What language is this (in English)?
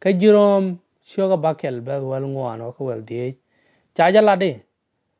Nuer